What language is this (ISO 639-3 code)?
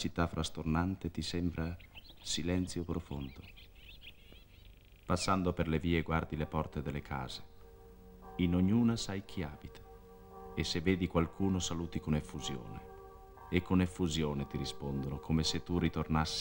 ita